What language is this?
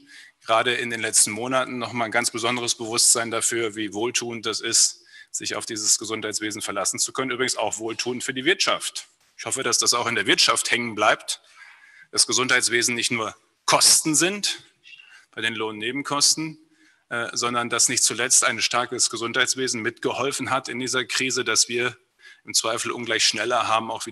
German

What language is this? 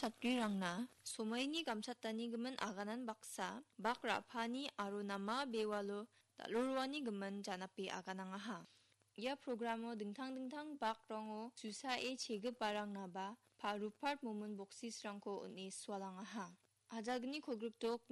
Garo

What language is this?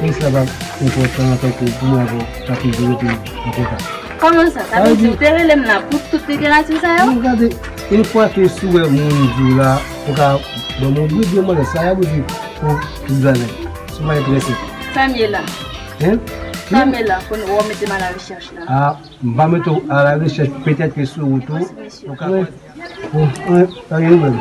Haitian Creole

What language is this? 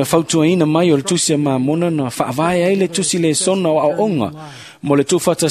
Samoan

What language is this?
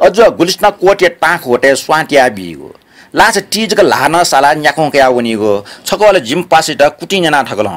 Newari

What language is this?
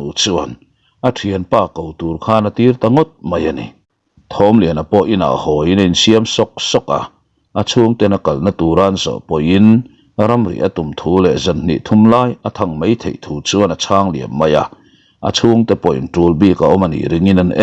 Mizo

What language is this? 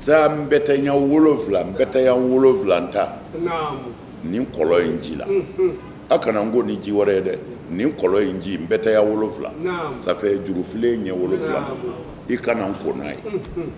Bambara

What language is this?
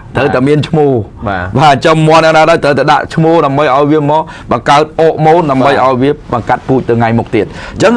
Khmer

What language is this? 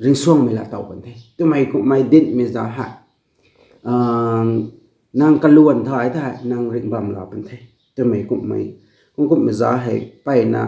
Rongmei Naga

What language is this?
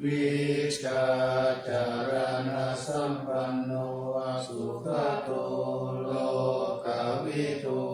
Pali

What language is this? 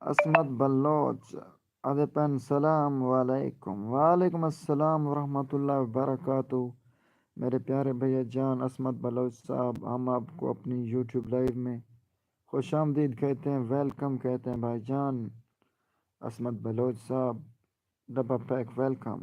Saraiki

